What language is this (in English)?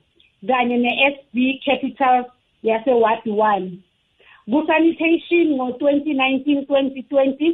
South Ndebele